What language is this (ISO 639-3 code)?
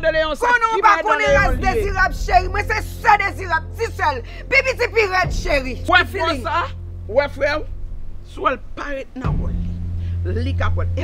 hat